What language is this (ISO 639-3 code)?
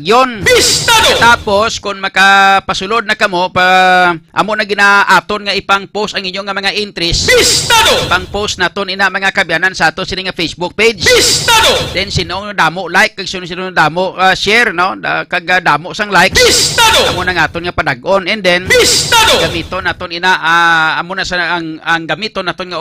hil